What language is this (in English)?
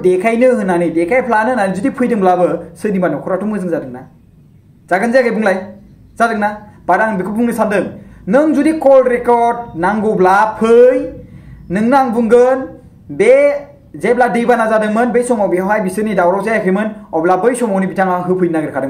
Bodo